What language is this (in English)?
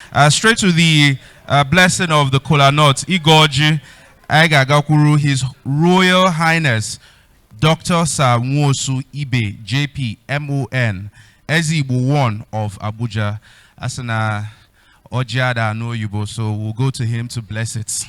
Igbo